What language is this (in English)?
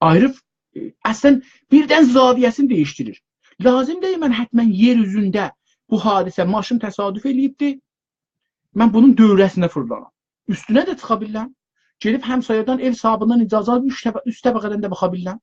South Azerbaijani